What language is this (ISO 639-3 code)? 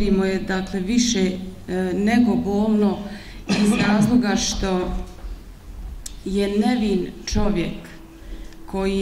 bos